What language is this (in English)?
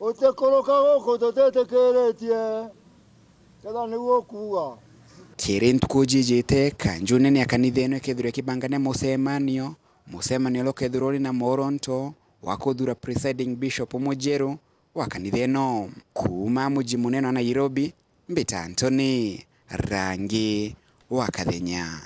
Meru